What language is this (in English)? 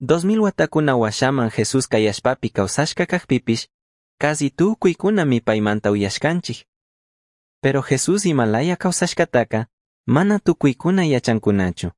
Chimborazo Highland Quichua